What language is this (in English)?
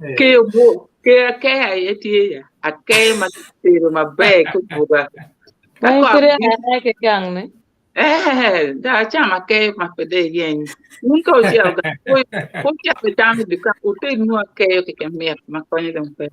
Acoli